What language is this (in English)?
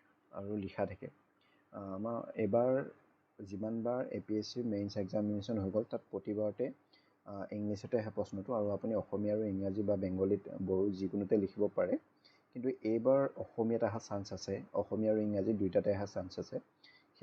Assamese